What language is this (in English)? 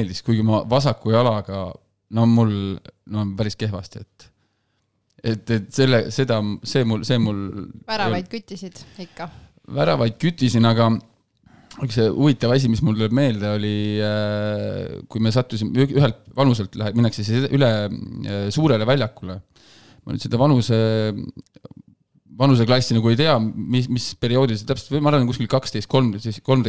Estonian